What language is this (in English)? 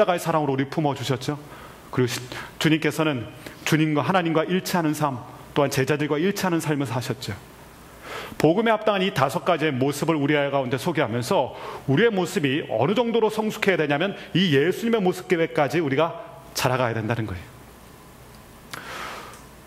Korean